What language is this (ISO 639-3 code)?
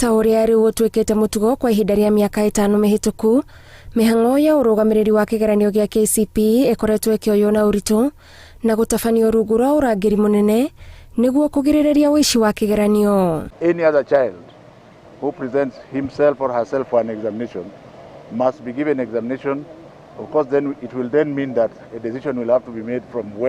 kik